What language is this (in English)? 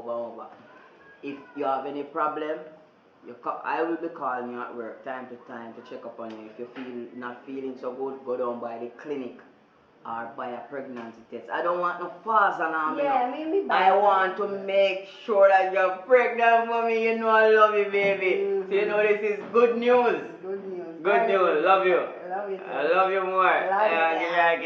Jamaican Creole English